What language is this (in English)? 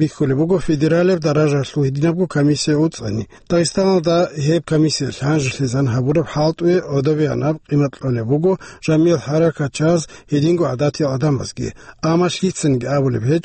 Avaric